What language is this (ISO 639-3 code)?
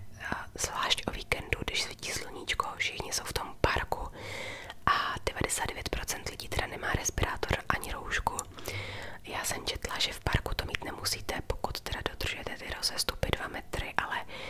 ces